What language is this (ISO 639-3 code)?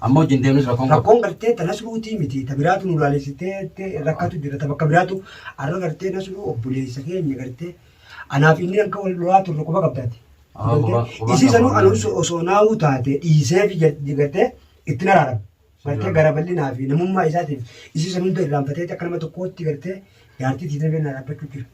orm